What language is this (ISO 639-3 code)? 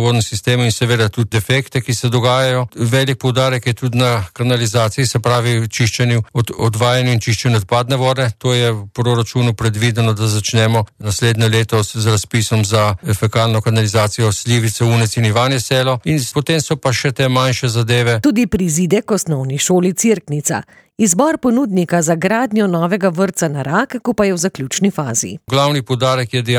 slv